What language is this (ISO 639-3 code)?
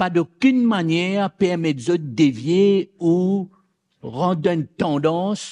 mfe